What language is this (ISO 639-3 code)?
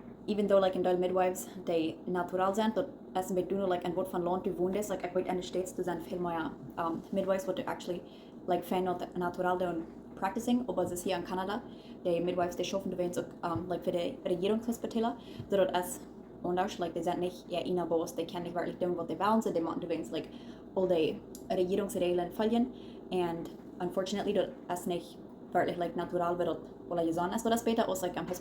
pdt